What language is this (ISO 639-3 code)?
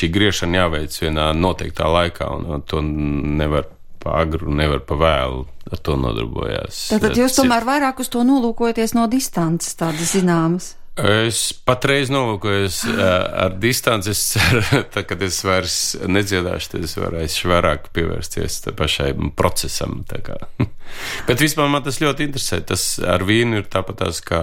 lav